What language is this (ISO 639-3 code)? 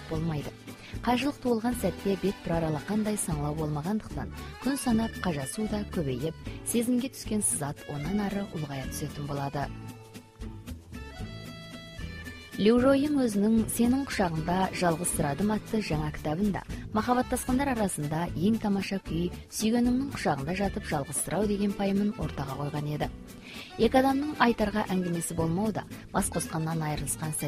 kaz